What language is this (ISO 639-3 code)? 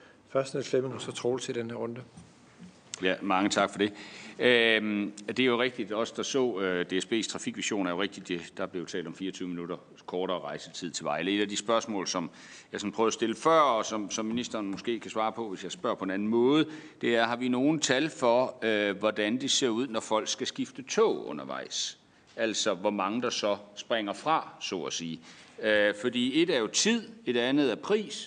dan